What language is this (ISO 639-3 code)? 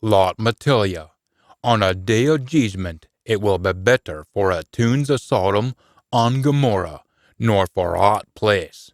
sco